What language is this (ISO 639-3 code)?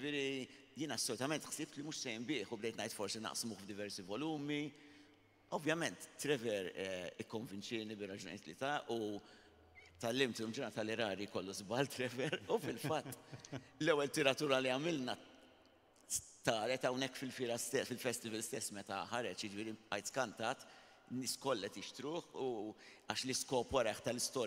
mlt